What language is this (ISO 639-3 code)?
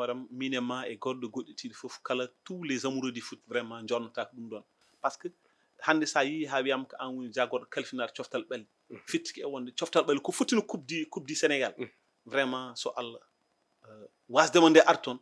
ful